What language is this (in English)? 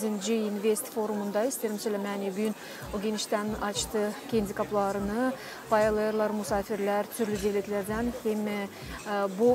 Gagauz